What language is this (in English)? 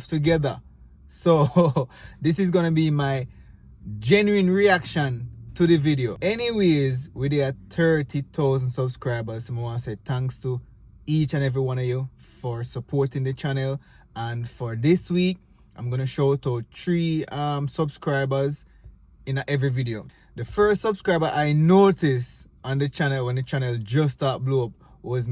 Jamaican Creole English